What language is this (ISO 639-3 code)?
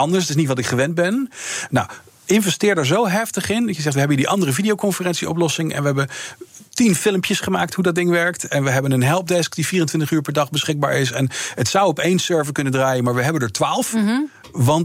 nld